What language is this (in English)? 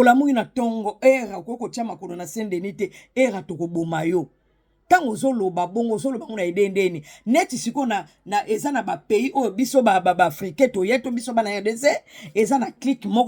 Lingala